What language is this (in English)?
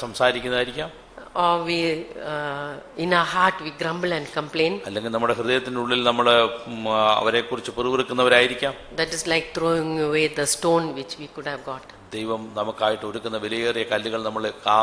Malayalam